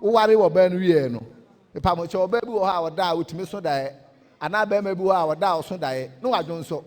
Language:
Akan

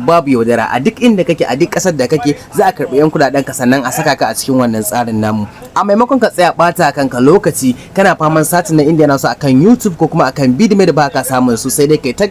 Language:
Hausa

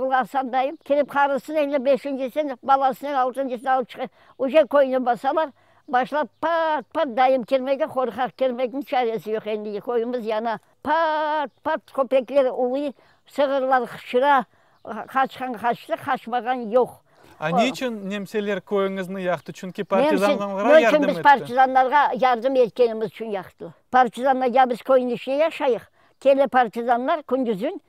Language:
Crimean Tatar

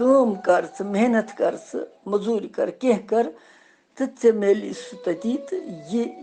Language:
Kashmiri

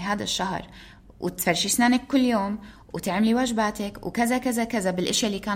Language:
North Levantine Arabic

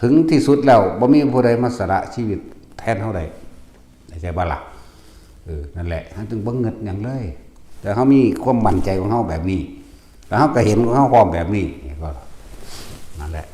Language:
Northeastern Thai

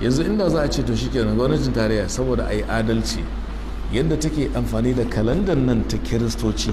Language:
Hausa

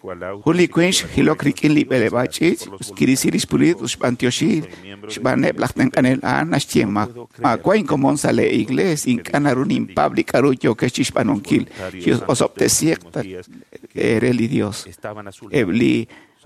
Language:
Kekchí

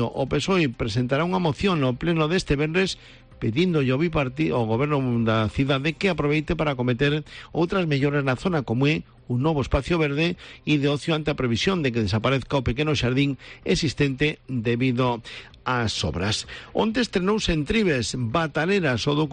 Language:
Galician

